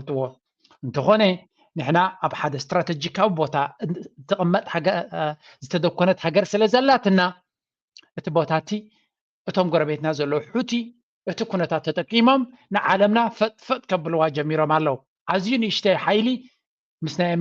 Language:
Tigrinya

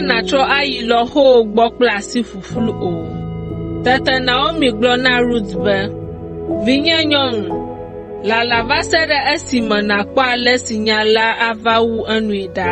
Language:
Ewe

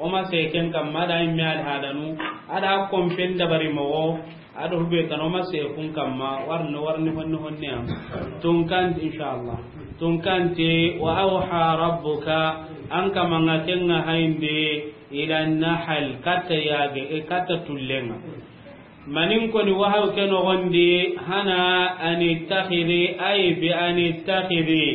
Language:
Soninke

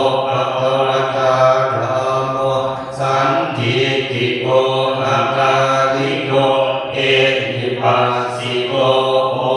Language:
Pali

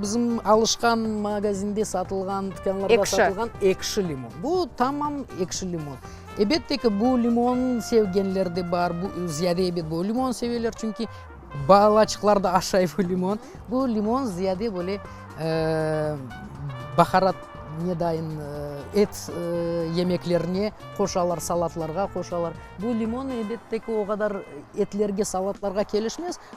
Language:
Crimean Tatar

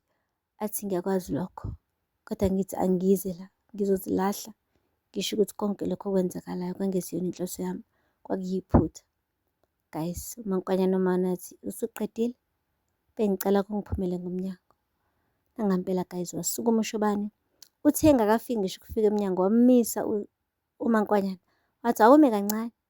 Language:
Zulu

